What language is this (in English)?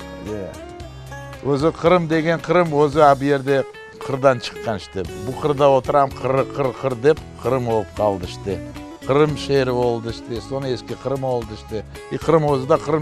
Crimean Tatar